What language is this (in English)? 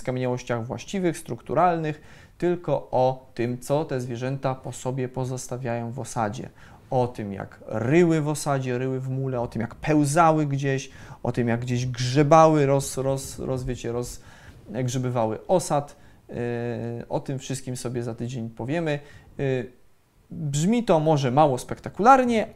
Polish